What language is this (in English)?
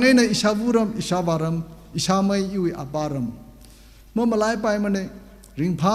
Tangkhul Naga (India)